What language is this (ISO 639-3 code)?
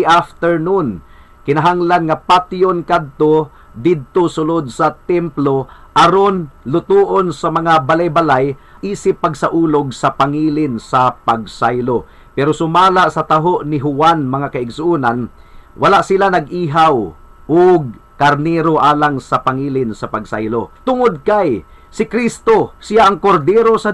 ceb